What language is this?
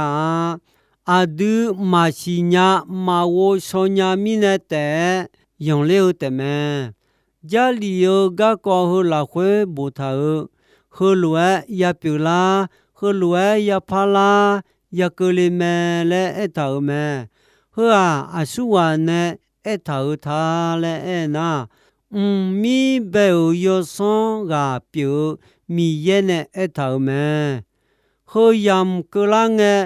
Akha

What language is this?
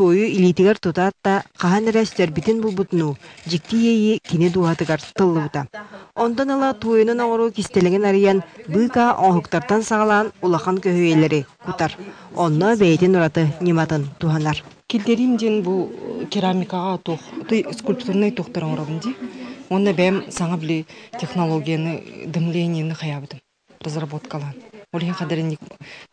Yakut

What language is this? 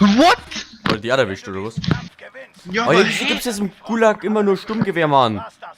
Bavarian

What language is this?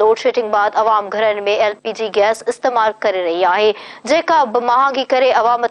Sindhi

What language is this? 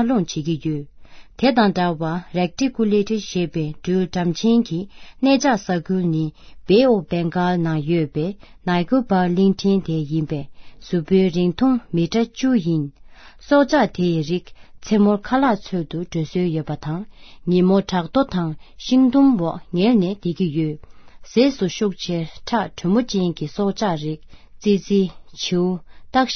Tibetan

